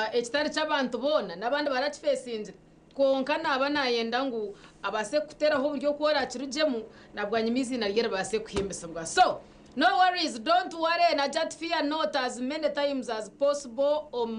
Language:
Nyankole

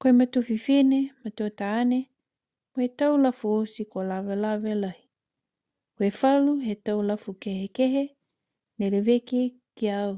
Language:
Niuean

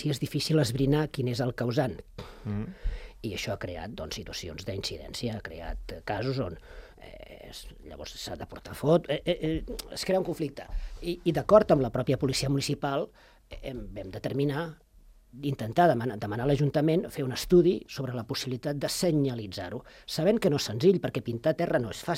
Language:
Catalan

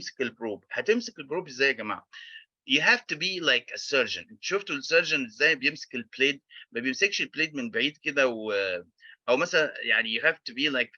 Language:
Egyptian Arabic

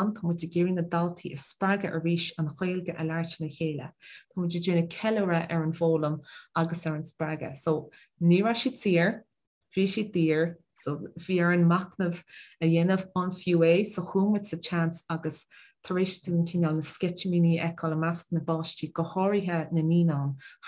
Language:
Irish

